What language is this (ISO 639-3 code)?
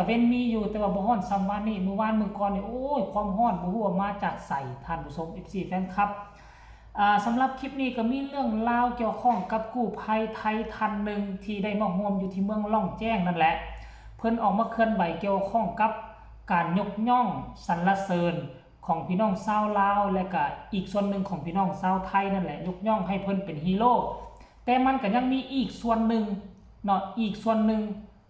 lao